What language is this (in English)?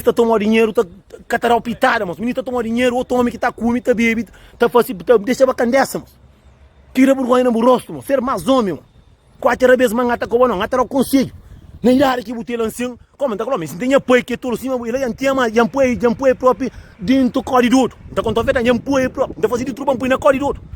Kabuverdianu